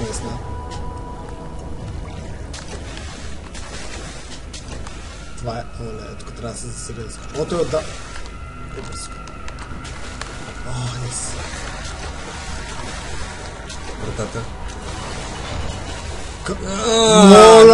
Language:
Bulgarian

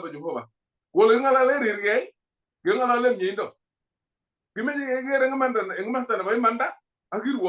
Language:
Kalenjin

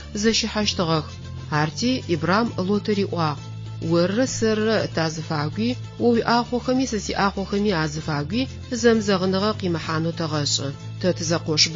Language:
Adyghe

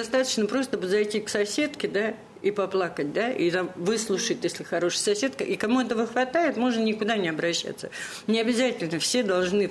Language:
Russian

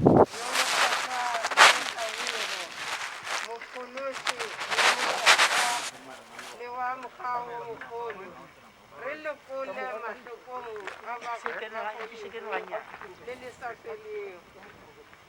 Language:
Northern Sotho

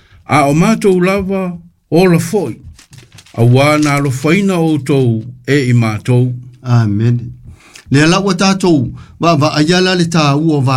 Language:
Samoan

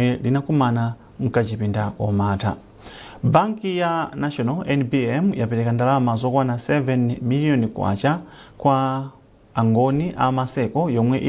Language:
Nyanja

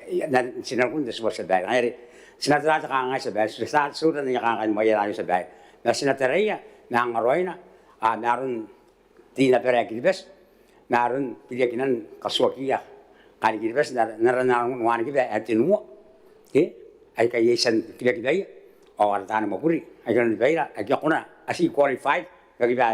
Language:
Gilbertese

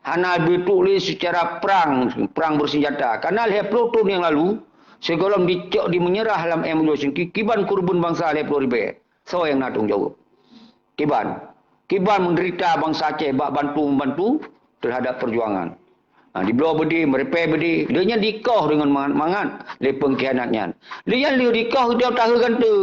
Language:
Achinese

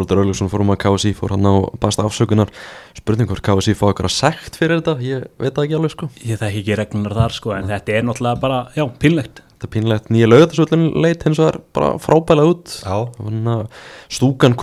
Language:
Icelandic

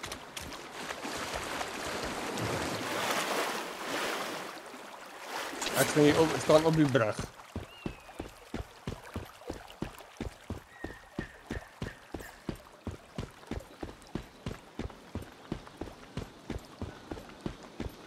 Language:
Afrikaans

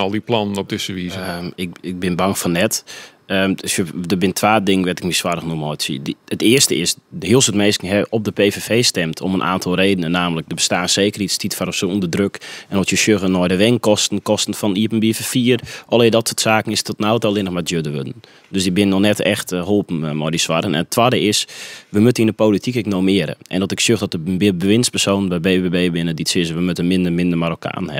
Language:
Western Frisian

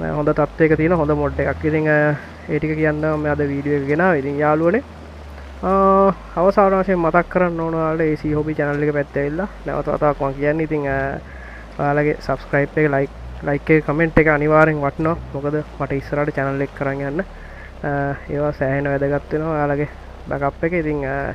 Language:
Sinhala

